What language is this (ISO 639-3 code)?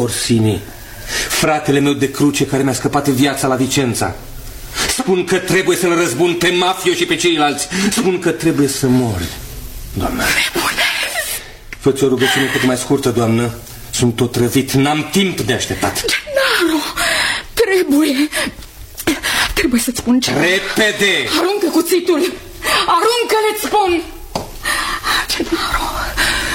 ron